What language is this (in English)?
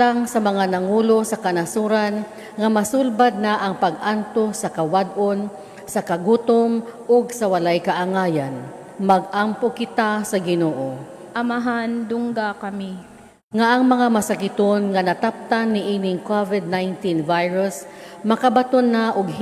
Cebuano